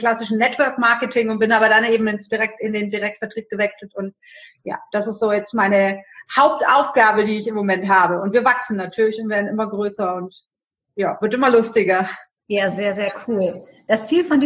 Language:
German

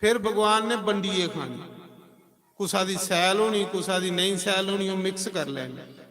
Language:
Dogri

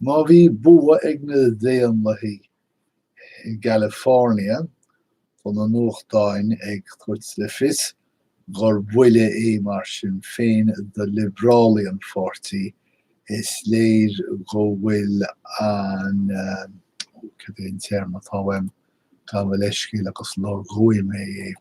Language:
Irish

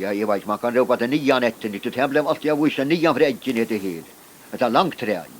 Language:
Faroese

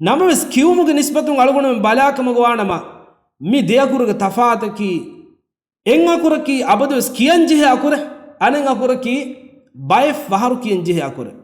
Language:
Divehi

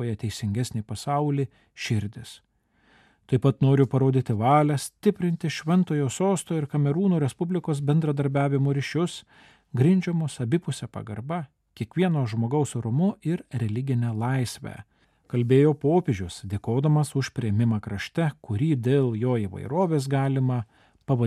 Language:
Lithuanian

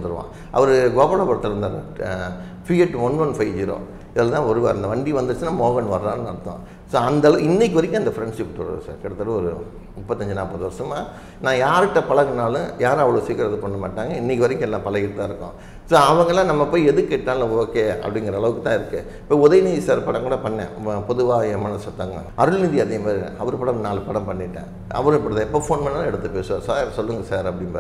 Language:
Tamil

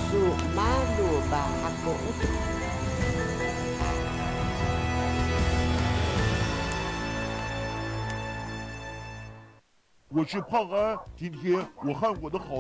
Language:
Chinese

